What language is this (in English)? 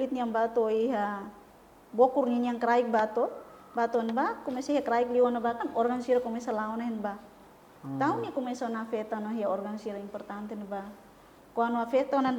Tetum